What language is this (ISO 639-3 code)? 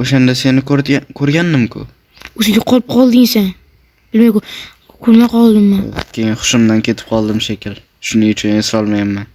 uzb